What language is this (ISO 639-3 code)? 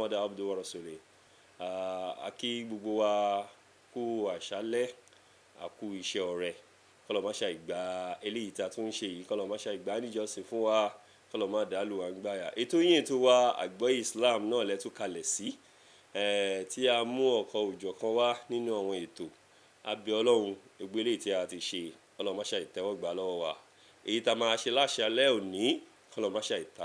yor